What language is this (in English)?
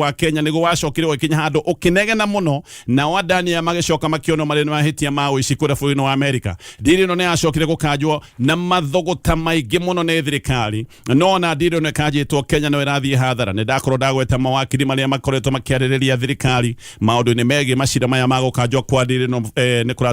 Kikuyu